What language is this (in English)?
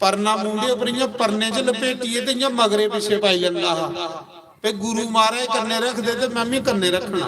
Dogri